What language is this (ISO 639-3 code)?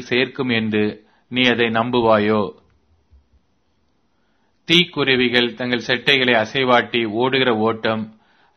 tam